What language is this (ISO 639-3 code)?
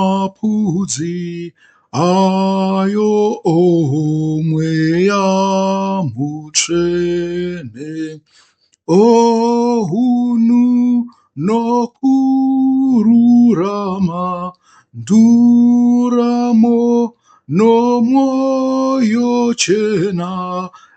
sna